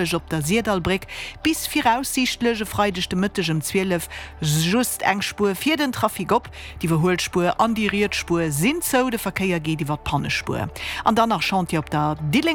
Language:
Luxembourgish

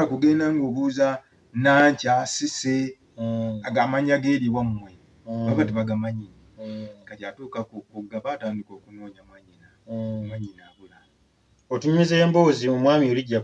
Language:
Ganda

